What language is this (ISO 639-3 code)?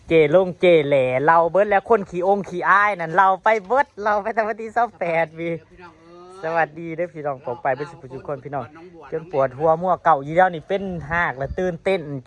tts